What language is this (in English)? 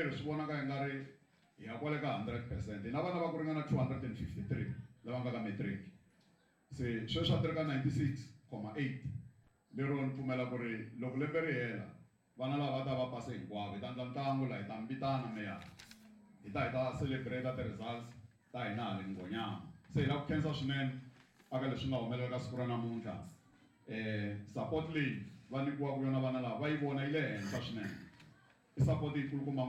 Tsonga